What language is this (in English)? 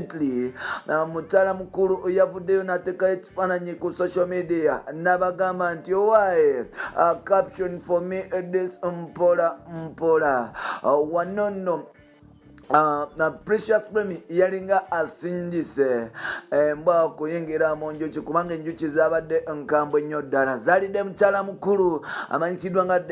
Ganda